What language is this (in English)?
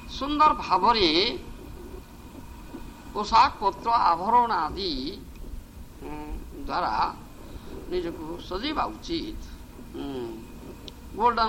Odia